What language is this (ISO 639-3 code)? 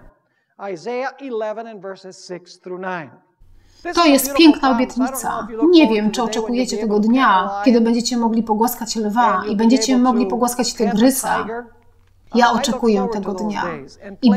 pol